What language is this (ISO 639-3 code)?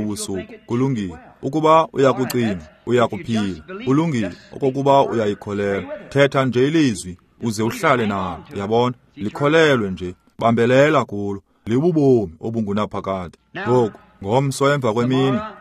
xho